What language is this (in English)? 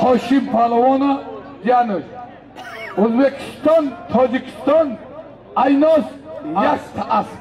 Tajik